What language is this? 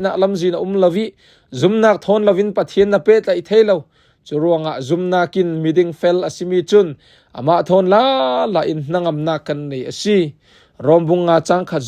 Falam Chin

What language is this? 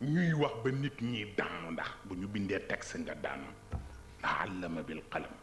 Wolof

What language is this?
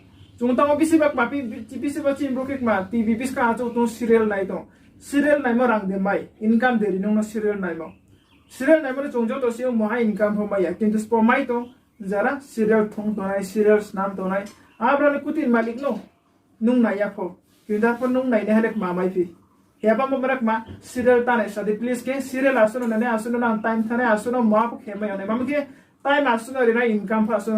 Riang (India)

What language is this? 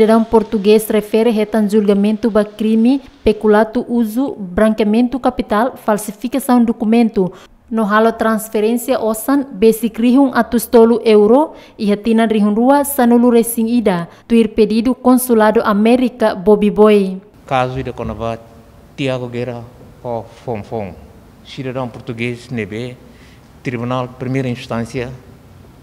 Tetum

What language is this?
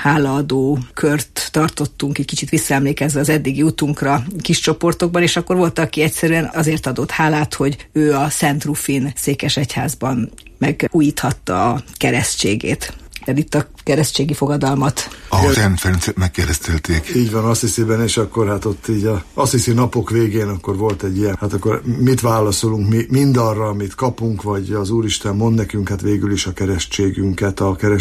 Hungarian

